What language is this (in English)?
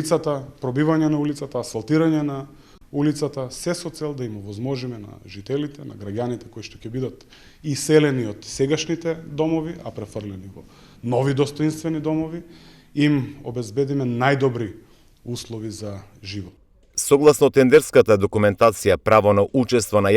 Macedonian